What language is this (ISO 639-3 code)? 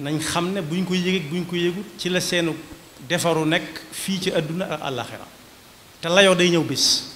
wol